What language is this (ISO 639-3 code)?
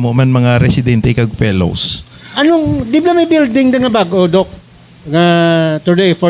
hil